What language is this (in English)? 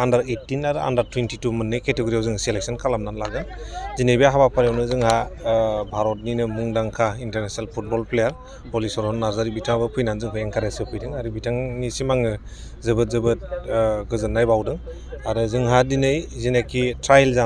Bodo